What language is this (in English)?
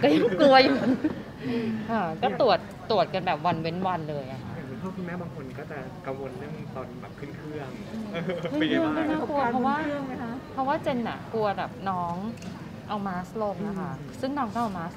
Thai